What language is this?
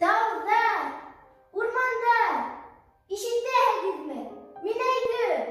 Bashkir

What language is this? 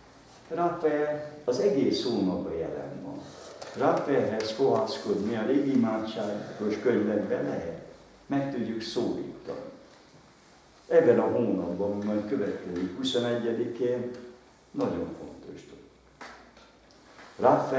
Hungarian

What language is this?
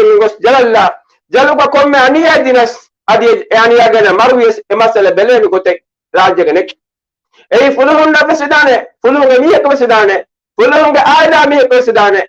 Divehi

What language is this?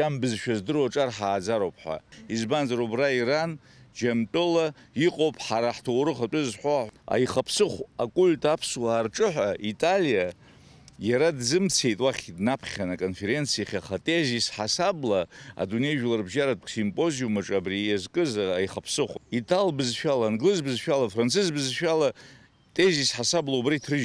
Abkhazian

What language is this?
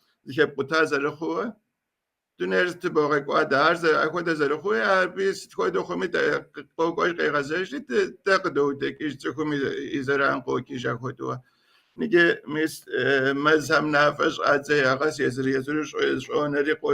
Kabardian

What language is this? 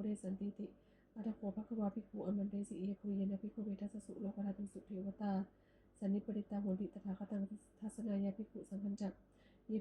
Pali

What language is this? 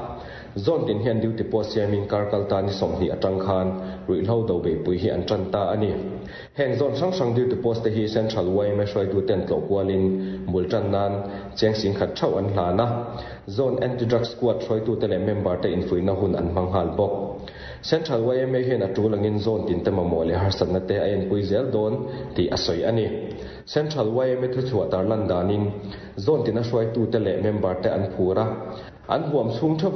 Mizo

